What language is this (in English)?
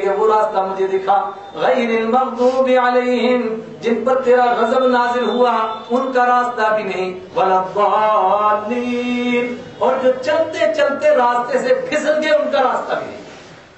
Urdu